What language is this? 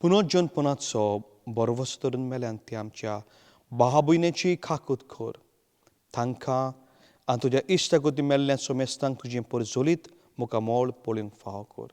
Konkani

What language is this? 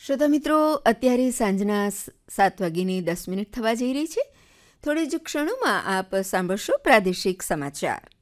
Gujarati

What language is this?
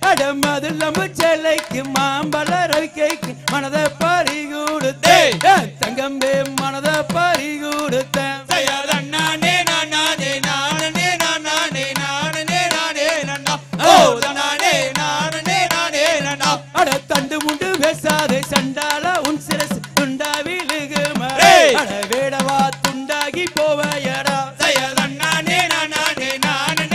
Tamil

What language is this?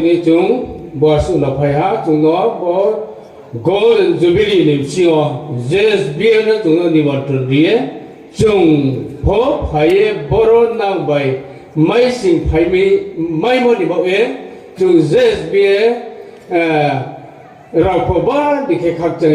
Riang (India)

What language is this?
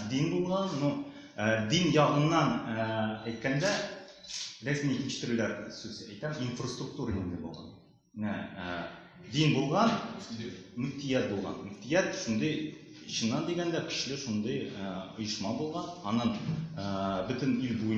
Tatar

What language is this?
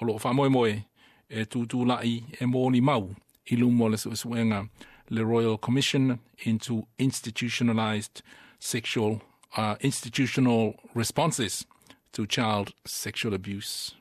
Samoan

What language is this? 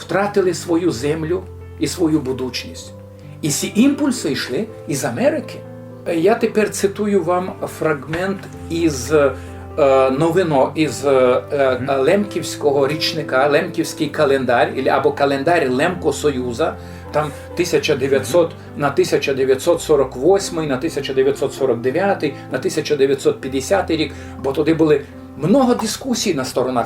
Rusyn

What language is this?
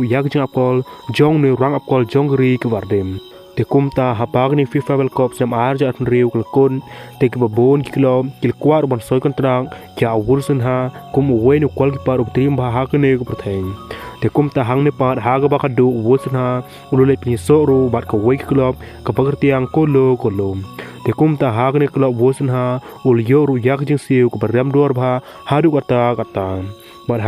Khasi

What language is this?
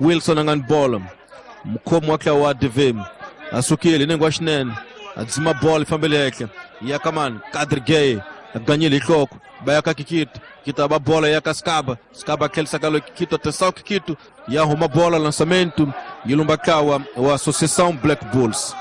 Tsonga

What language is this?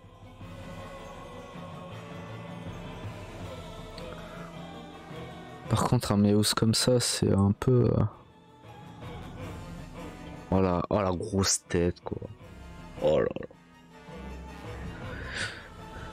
French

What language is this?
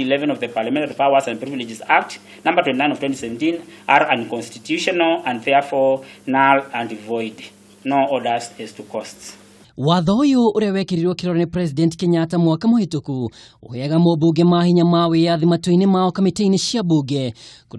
Kikuyu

